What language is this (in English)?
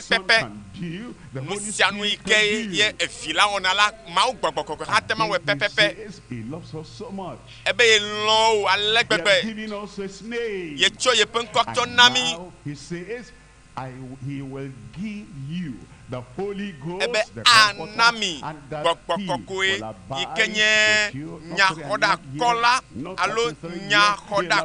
Ewe